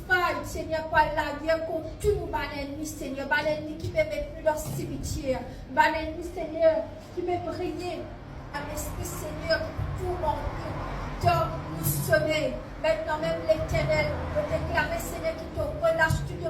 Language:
Morisyen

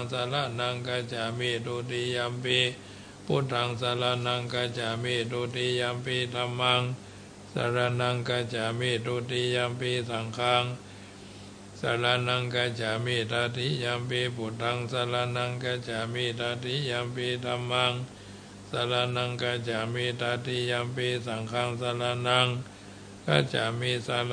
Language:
Pali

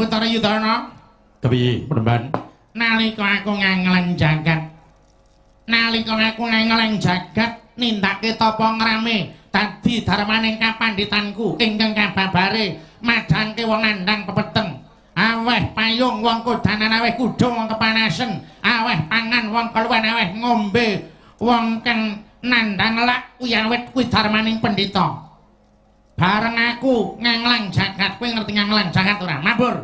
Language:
Javanese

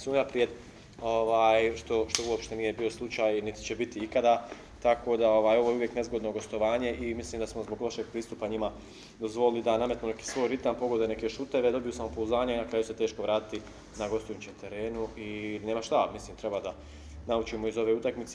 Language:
Serbian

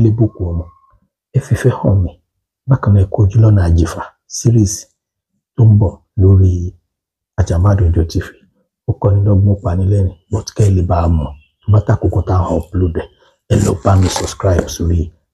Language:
Yoruba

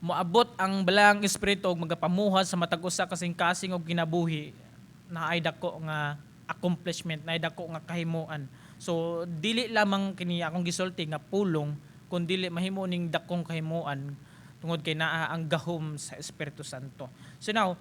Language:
Cebuano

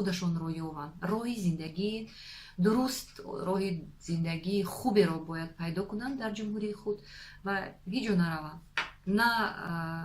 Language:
Tajik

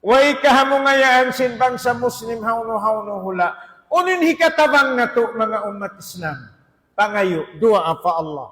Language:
Tausug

